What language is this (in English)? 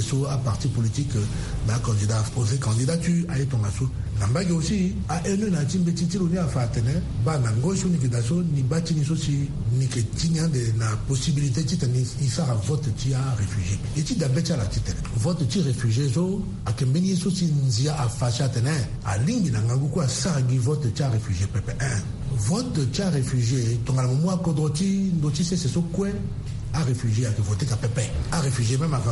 Sango